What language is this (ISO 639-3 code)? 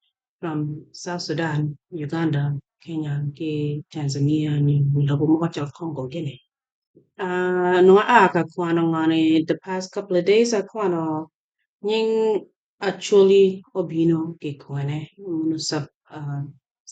ach